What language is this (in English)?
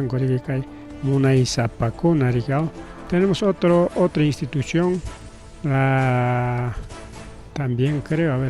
Ayacucho Quechua